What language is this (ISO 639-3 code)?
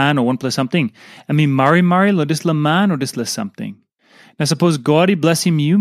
tpi